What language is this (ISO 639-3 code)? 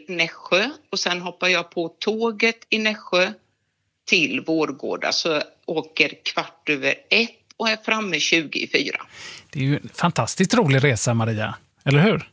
swe